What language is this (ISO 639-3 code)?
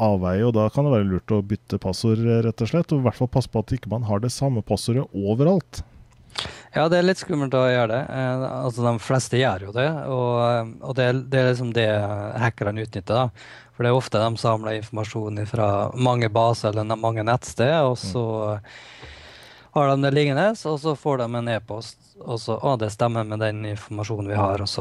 nor